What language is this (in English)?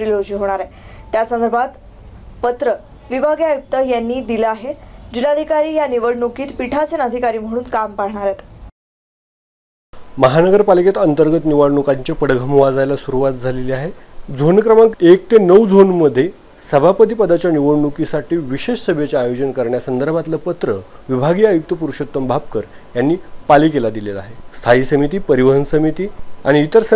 Marathi